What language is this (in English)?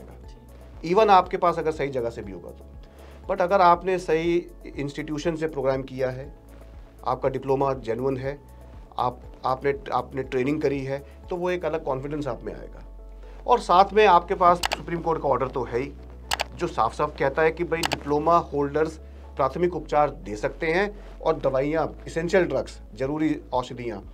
Hindi